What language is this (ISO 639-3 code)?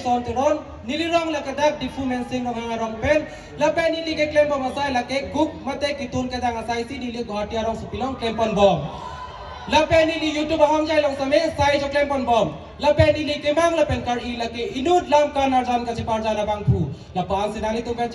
mjw